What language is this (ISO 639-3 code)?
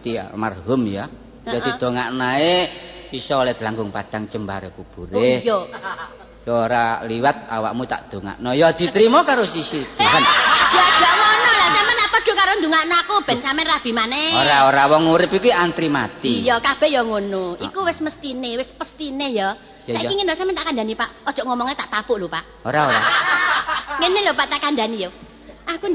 jav